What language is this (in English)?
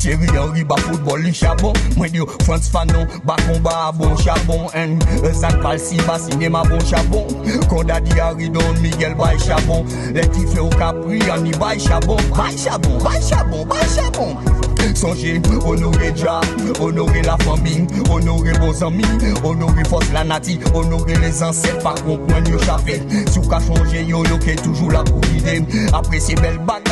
Guadeloupean Creole French